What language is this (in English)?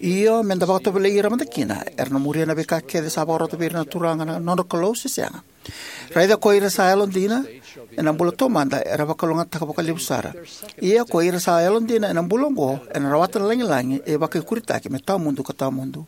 Fijian